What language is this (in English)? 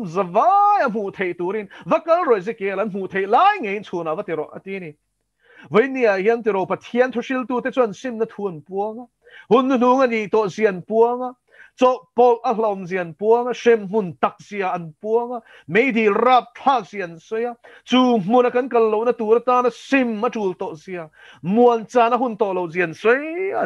Mizo